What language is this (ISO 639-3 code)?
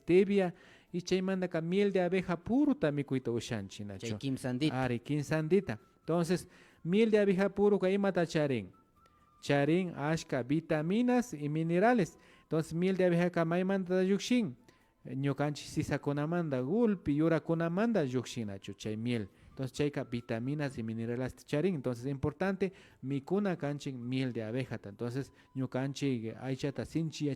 qvi